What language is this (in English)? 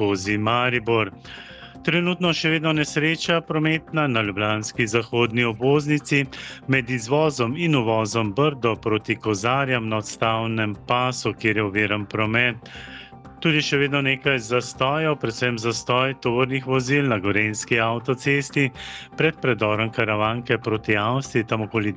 Slovenian